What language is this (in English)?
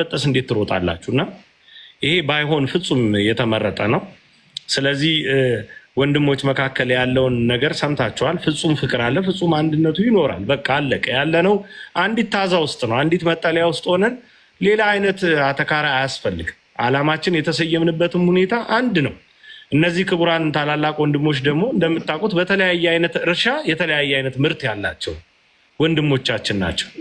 Amharic